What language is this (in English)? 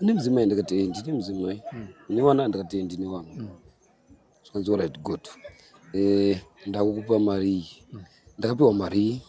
Shona